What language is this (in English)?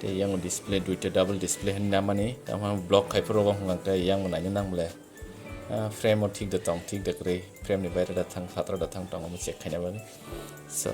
Kok Borok